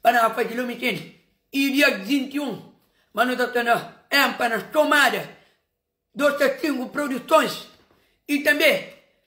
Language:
Kabuverdianu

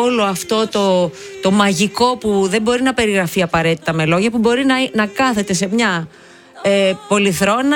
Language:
Greek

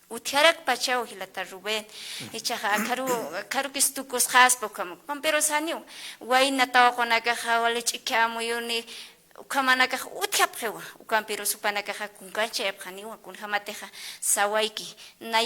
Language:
Aymara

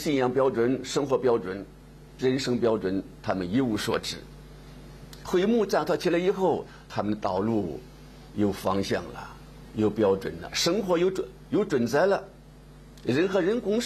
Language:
Chinese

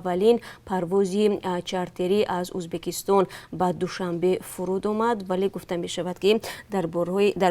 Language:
Tajik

